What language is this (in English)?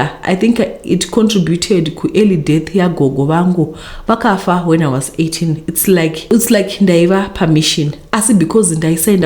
Shona